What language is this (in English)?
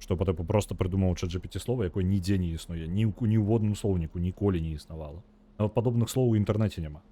Belarusian